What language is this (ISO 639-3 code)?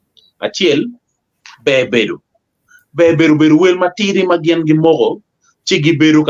ach